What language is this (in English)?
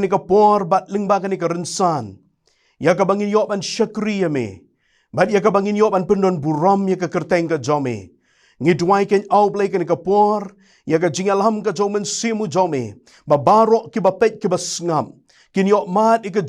Khasi